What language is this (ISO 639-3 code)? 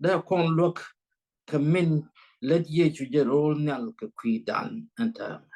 nus